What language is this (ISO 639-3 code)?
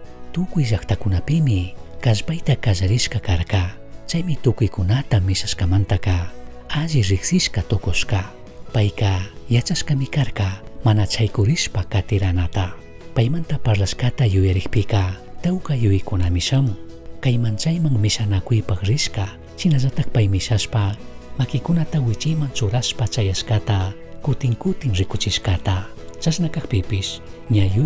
qug